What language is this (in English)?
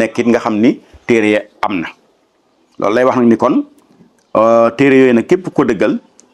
Wolof